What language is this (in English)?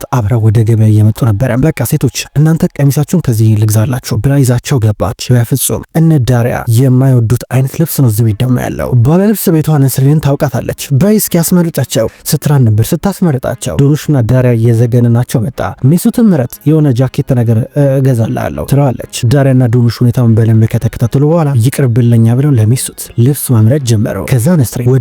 Amharic